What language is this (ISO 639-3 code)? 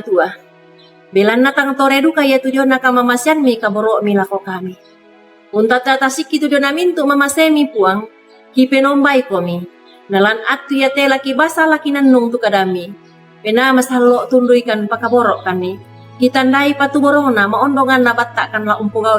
sda